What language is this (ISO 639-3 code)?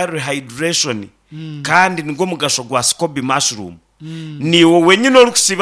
nyn